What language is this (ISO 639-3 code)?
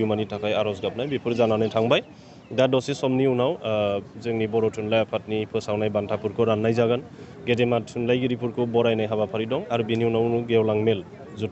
brx